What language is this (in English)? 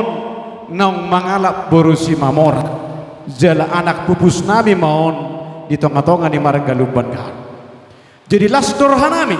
Batak Toba